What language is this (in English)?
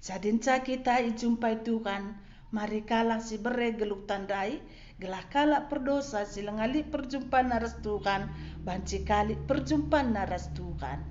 Batak Karo